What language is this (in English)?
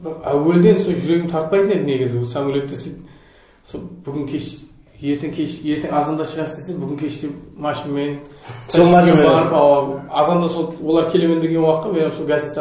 Kara-Kalpak